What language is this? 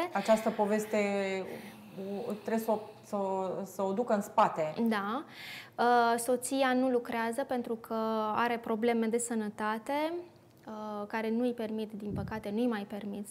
Romanian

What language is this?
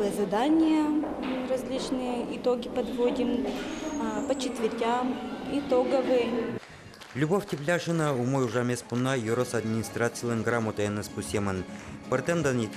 Udmurt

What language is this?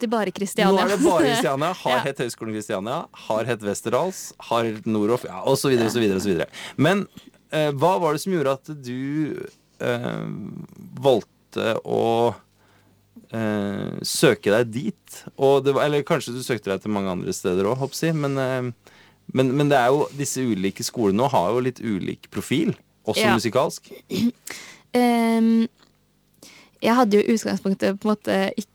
Norwegian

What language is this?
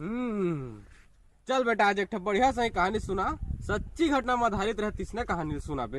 Chhattisgarhi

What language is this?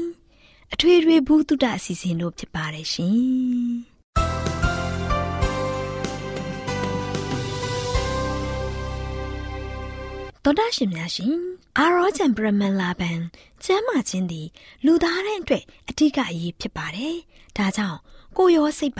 Burmese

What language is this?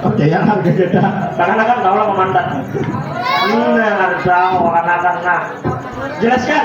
Banjar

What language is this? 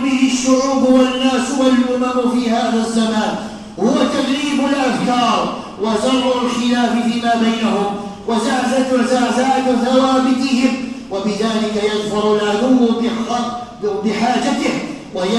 Arabic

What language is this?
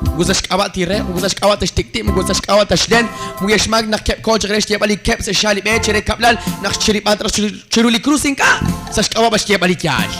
Kekchí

